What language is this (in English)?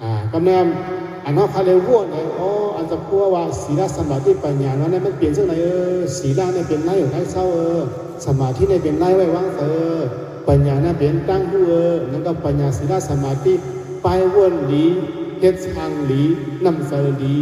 Shan